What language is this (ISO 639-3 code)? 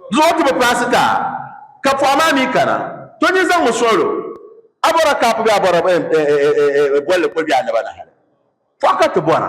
dag